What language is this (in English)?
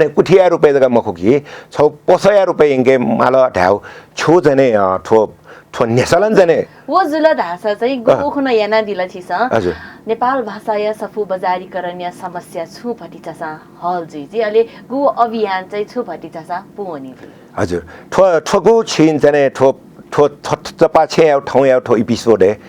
Newari